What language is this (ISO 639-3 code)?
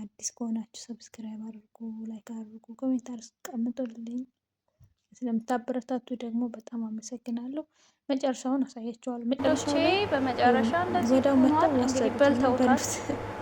amh